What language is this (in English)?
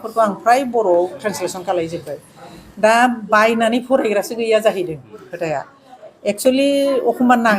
Bodo